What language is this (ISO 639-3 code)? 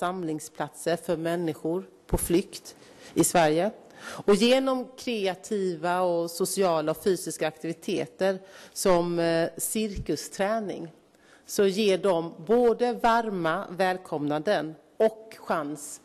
swe